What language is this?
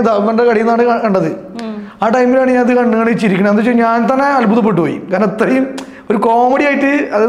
Malayalam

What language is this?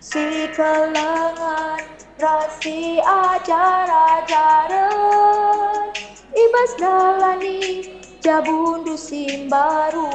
Batak Karo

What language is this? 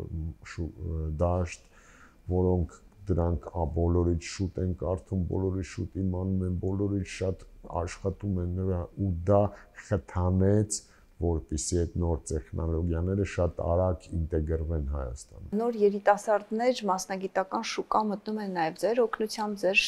Armenian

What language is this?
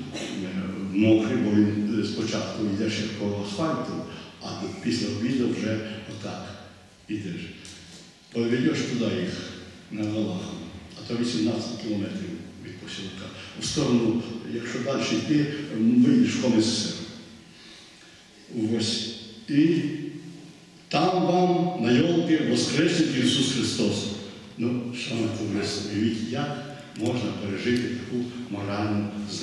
Ukrainian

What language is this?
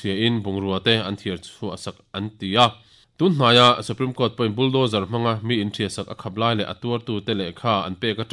Mizo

